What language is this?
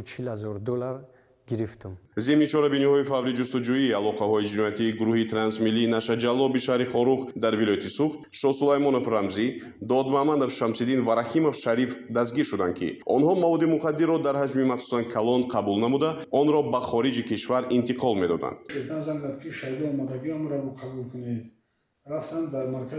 Tajik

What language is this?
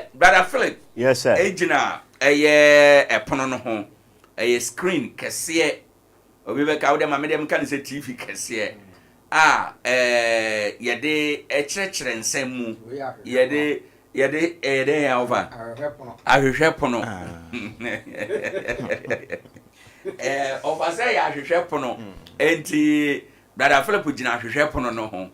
Akan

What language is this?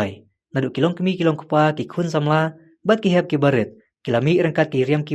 Khasi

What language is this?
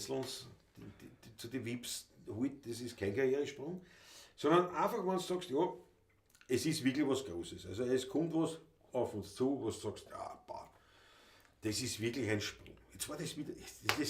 Bavarian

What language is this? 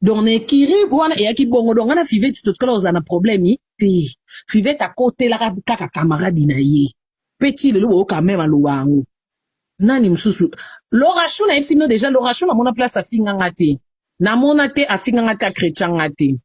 Lingala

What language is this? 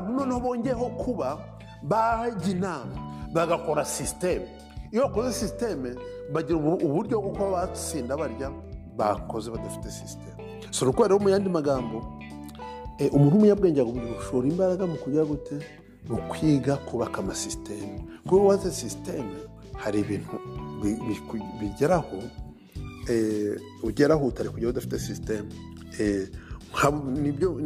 Kinyarwanda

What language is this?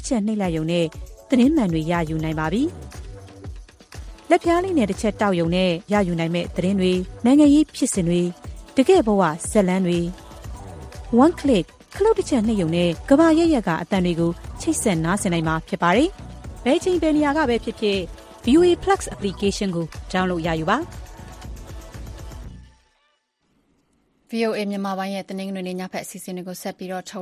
Burmese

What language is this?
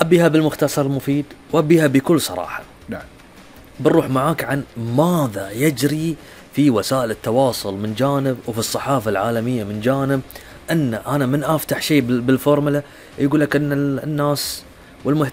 Gulf Arabic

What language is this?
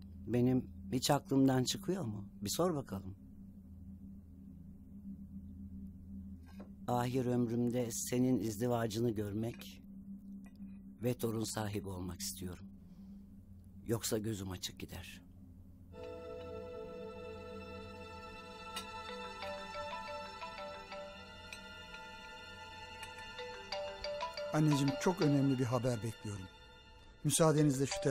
Turkish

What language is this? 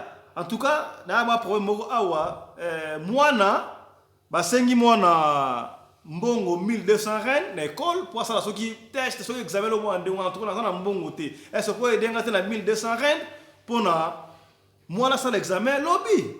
Lingala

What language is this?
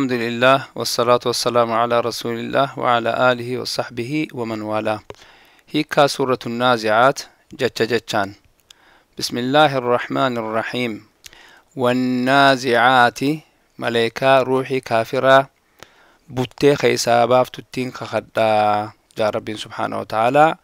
Oromo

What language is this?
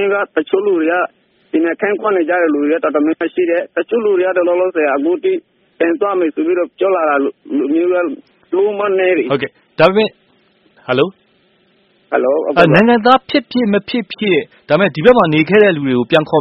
Burmese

